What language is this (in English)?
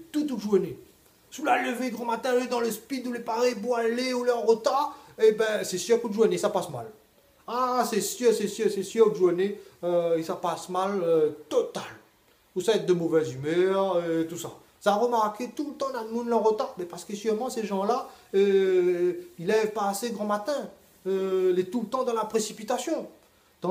Réunion Creole French